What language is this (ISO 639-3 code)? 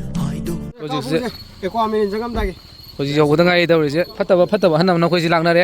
mni